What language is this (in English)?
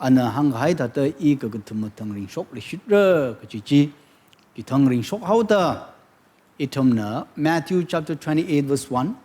Tangkhul Naga (India)